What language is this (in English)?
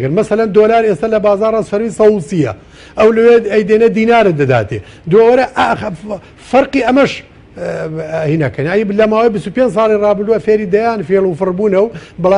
Central Kurdish